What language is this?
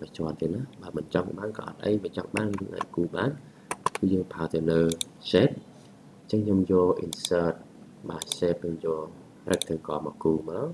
Khmer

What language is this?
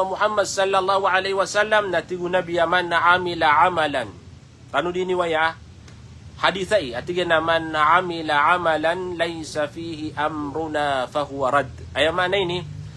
Maranao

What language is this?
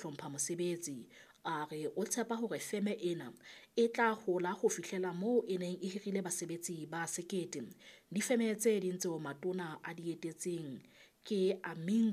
Southern Sotho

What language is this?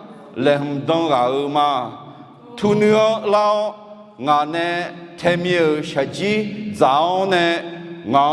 Akha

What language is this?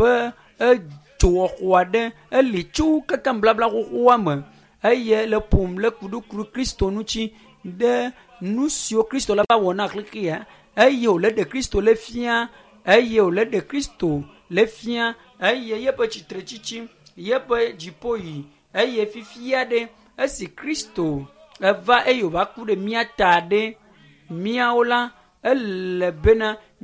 Ewe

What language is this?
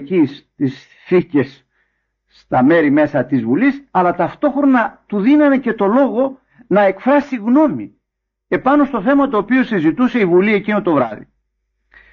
Greek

